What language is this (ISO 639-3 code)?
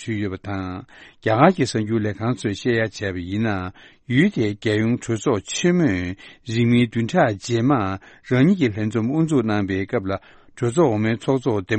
bod